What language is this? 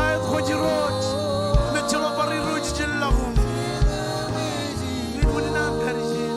Marshallese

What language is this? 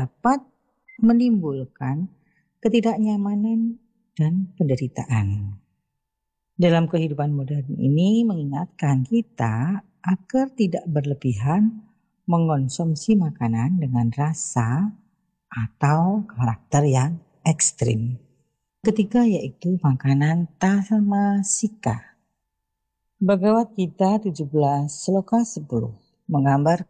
Indonesian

